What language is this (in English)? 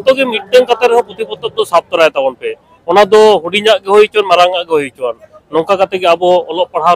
Santali